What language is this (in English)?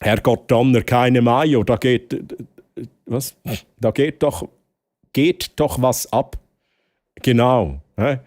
Swiss German